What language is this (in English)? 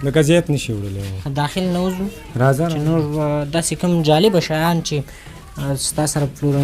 Pashto